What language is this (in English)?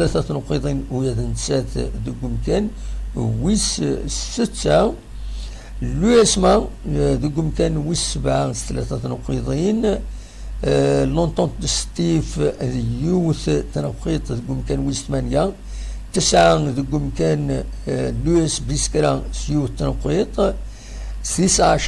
Kabyle